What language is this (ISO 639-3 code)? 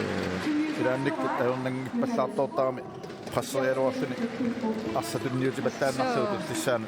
kal